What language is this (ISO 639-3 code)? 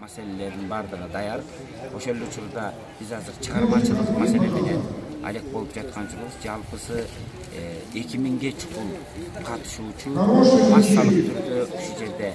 kir